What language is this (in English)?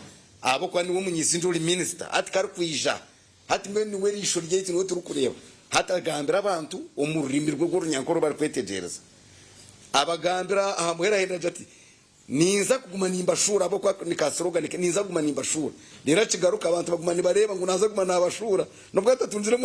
Nyankole